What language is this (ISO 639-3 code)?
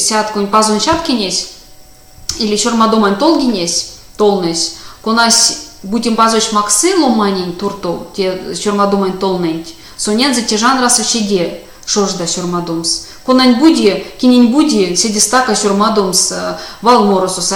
myv